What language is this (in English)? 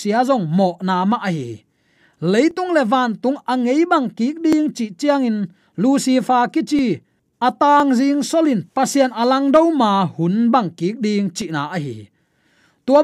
Tedim Chin